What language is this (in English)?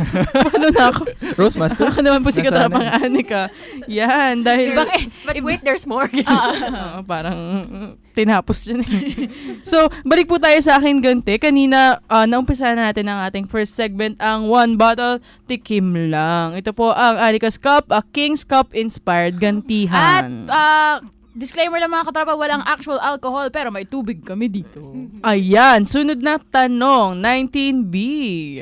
Filipino